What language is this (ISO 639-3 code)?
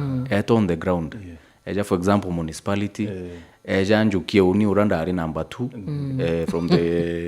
mer